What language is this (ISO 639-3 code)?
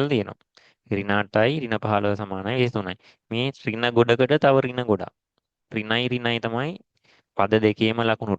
sin